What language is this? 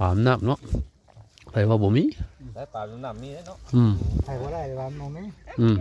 Northeastern Thai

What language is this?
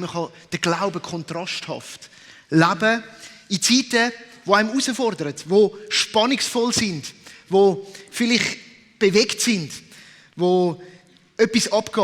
Swiss German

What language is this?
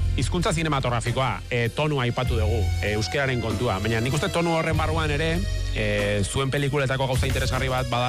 Basque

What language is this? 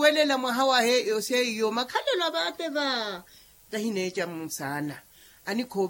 Makhuwa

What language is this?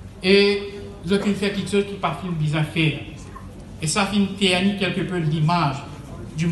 Morisyen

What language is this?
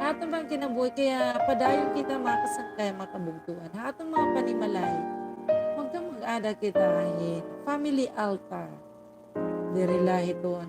Waray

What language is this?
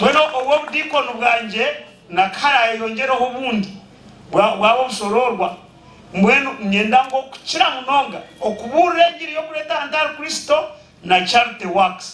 Nyankole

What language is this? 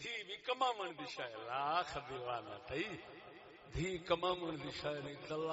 Saraiki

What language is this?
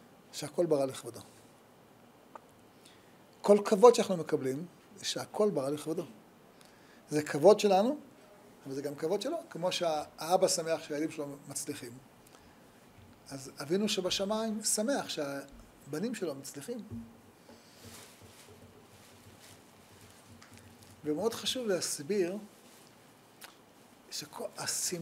Hebrew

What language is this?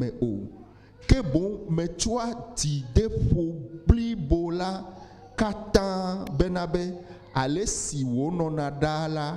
Ewe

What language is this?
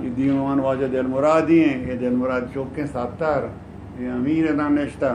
Eastern Balochi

